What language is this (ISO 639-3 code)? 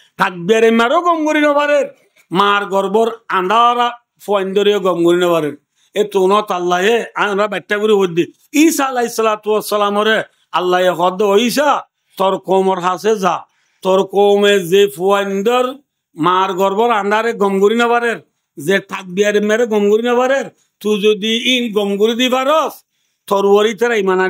rhg